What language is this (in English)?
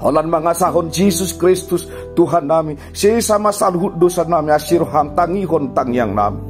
Batak Toba